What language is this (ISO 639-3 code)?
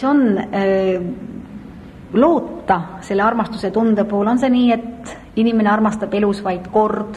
est